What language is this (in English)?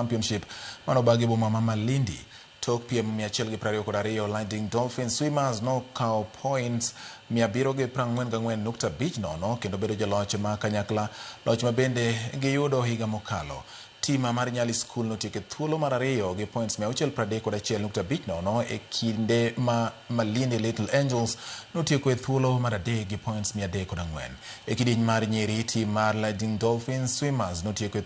Luo (Kenya and Tanzania)